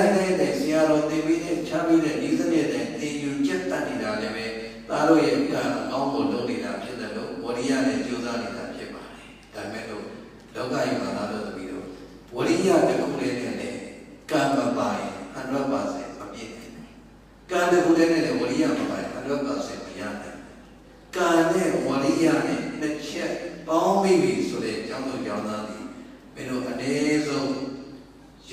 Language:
Burmese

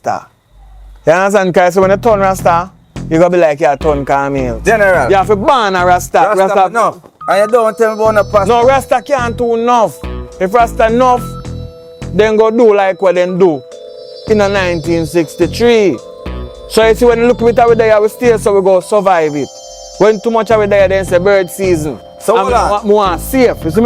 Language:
Jamaican Creole English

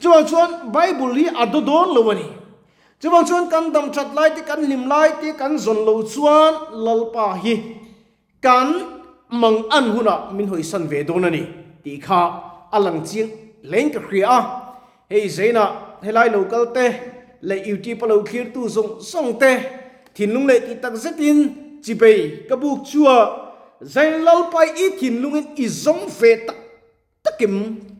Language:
Mizo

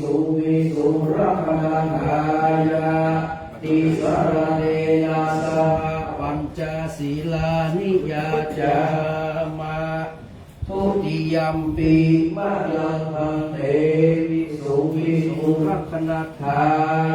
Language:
Pali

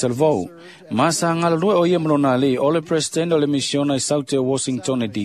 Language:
Samoan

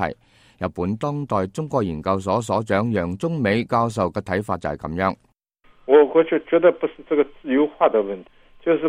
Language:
Cantonese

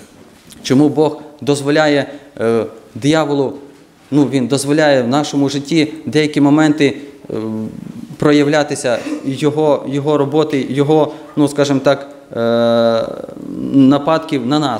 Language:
Ukrainian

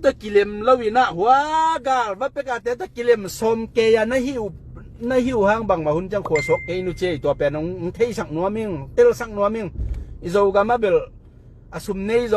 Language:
Tedim Chin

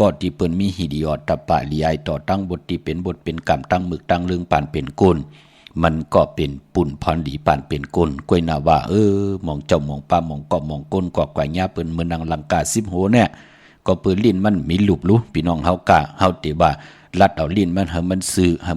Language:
Shan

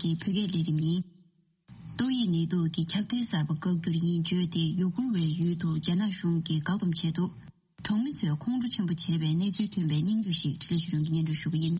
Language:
Tibetan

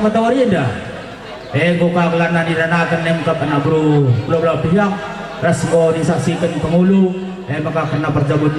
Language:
Batak Karo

